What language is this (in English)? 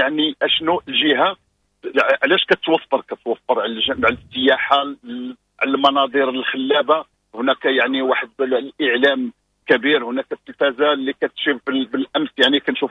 Moroccan Arabic